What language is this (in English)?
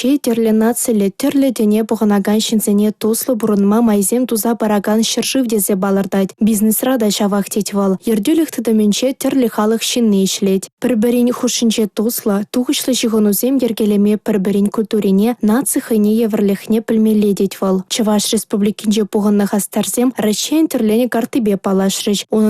Chuvash